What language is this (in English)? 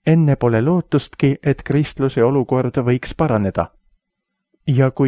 Estonian